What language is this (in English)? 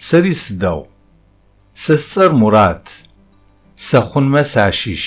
Adyghe